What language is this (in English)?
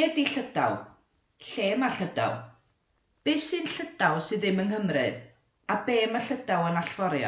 Welsh